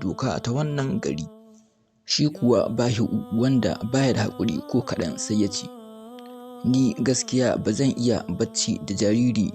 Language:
Hausa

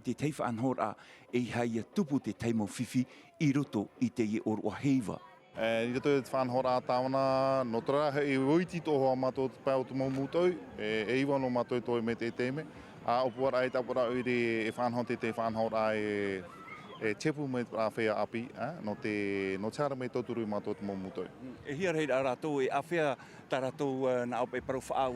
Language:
Tahitian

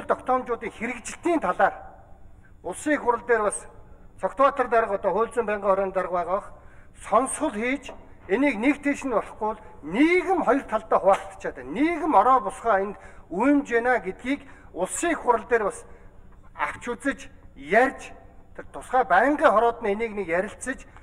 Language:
Mongolian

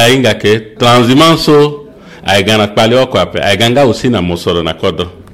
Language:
Sango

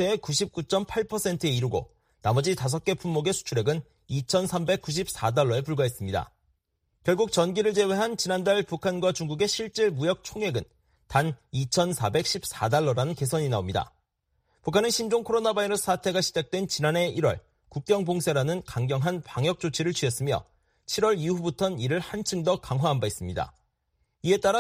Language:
Korean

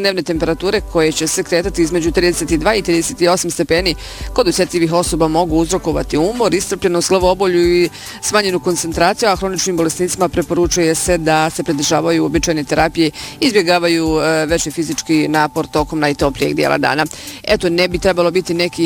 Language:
Bosnian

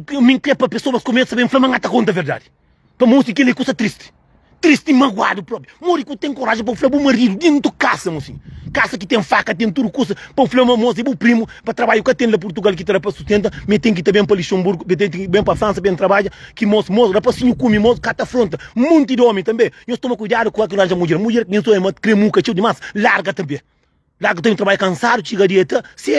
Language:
Kabuverdianu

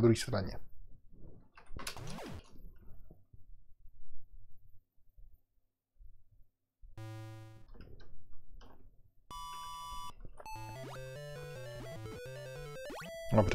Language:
Czech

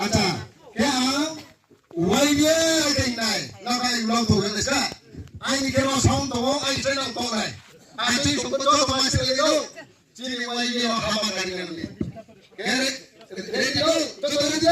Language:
Riang (India)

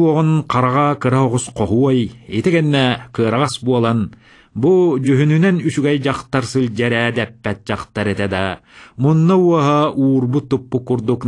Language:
Yakut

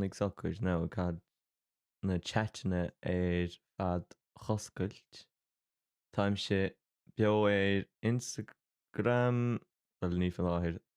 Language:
Irish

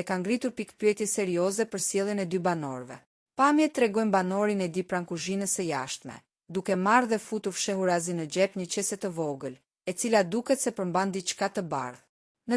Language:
Albanian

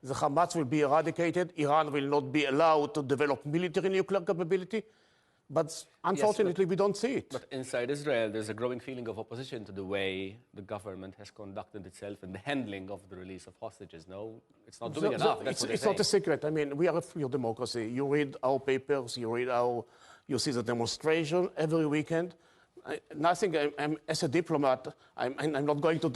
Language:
English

